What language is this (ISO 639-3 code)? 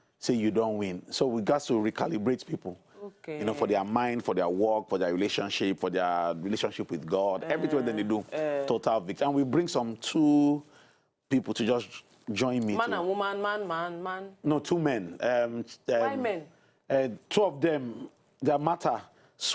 pcm